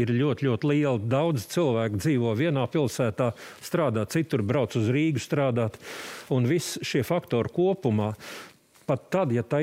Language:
Latvian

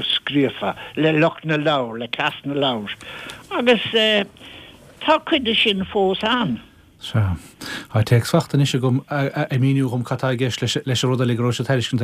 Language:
Irish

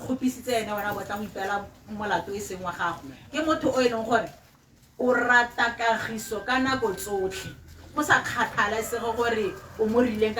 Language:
Tswana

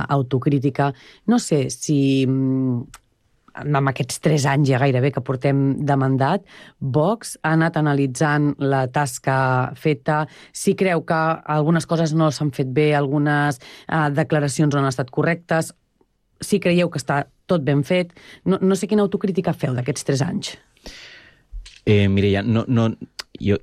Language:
Catalan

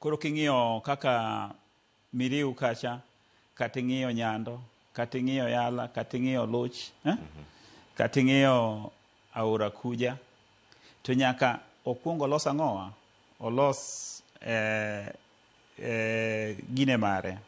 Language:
Luo (Kenya and Tanzania)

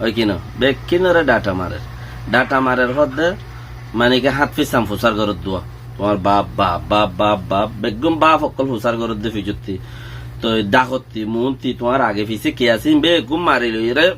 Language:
Rohingya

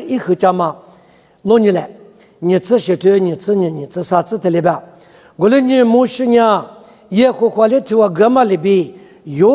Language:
Lisu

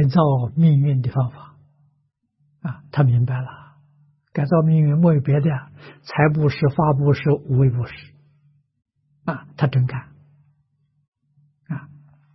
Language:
Chinese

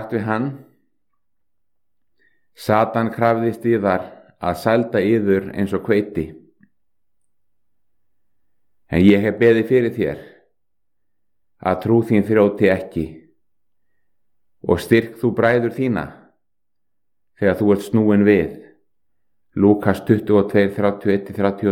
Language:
Icelandic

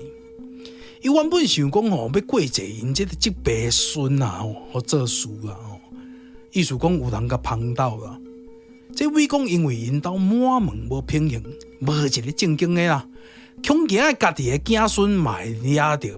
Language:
Min Nan Chinese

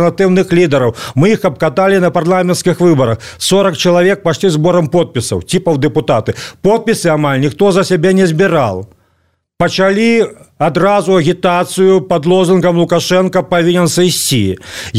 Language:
Belarusian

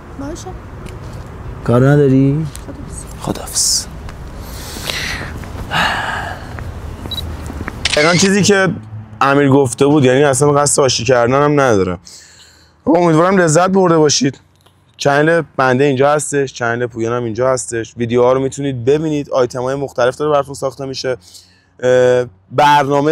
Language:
Persian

